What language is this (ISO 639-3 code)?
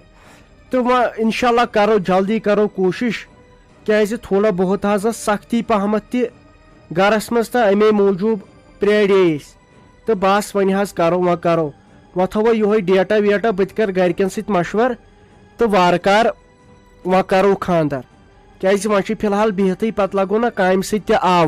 kas